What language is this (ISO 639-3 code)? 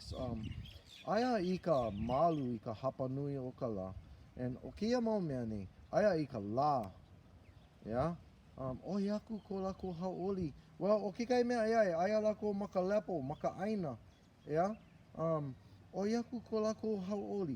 haw